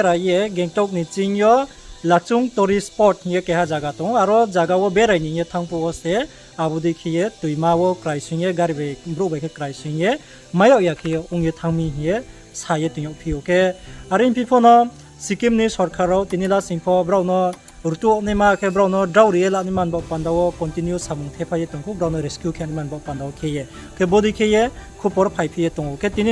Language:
Riang (India)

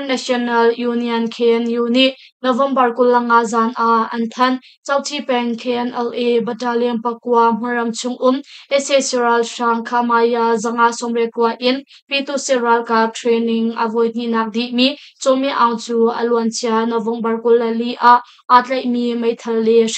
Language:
Hakha Chin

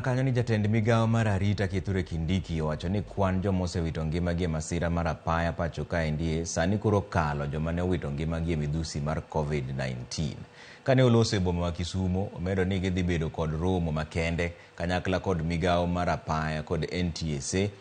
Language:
Luo (Kenya and Tanzania)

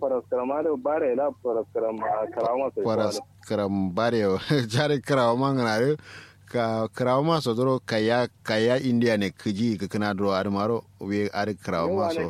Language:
Kanuri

